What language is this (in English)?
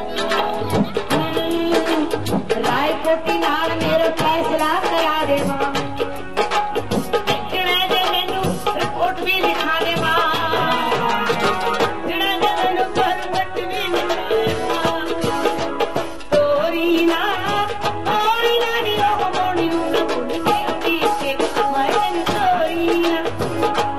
Punjabi